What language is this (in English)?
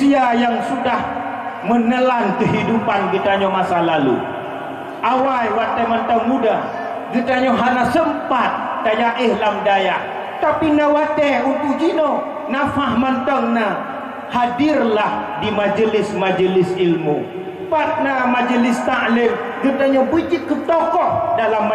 Achinese